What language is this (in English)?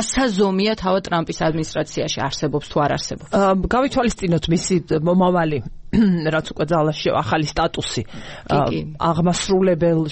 Georgian